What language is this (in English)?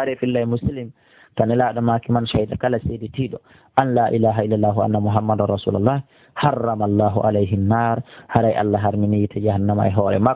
Pular